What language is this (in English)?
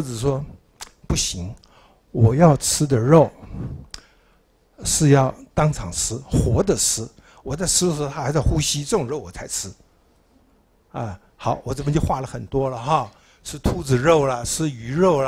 Chinese